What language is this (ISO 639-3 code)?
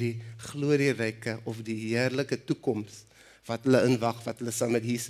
afr